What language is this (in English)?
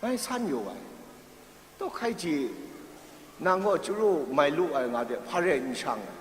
Kachin